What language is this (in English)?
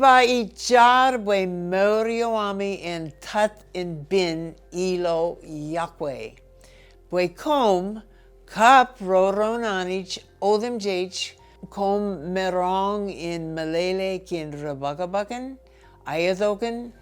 Marshallese